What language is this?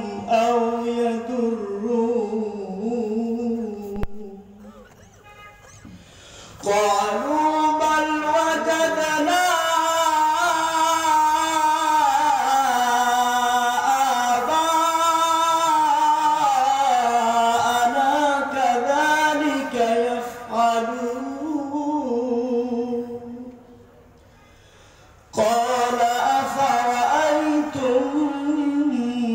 Arabic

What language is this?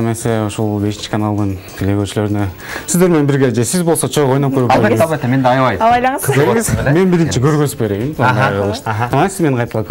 Kyrgyz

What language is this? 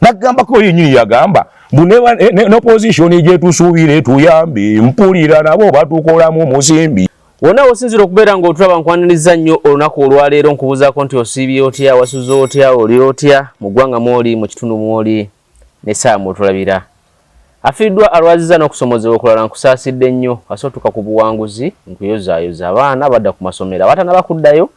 Ganda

